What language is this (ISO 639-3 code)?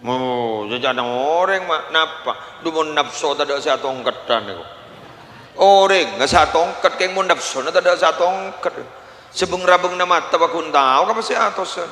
mad